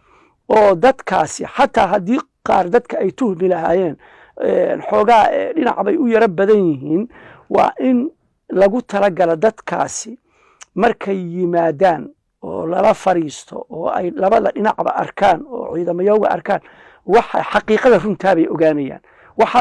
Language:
Somali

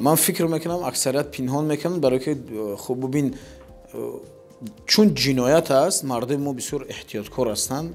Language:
Tajik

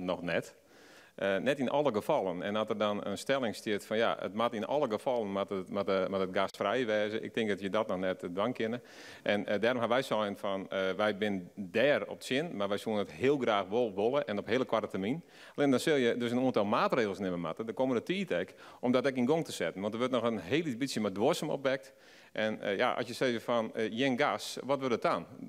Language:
Western Frisian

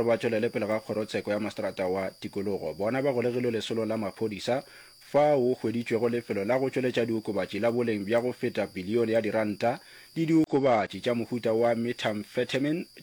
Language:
Northern Sotho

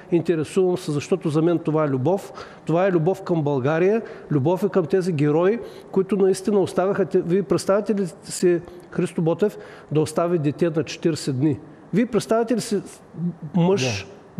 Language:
Bulgarian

